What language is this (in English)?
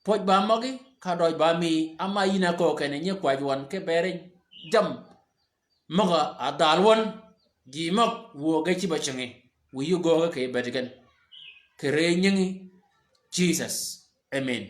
Shilluk